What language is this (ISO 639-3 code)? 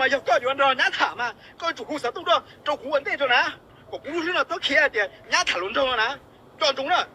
hmn